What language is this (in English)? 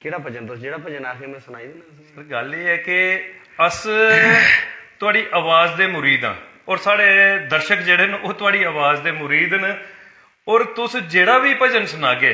Dogri